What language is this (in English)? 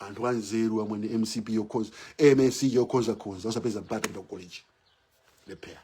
Nyanja